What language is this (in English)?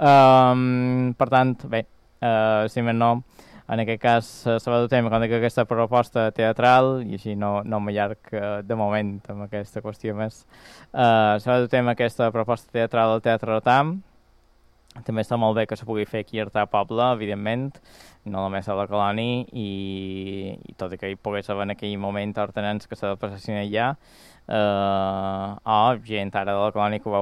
Catalan